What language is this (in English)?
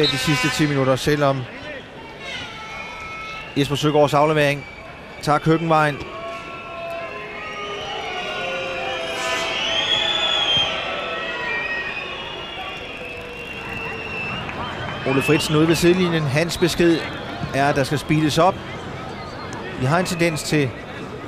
Danish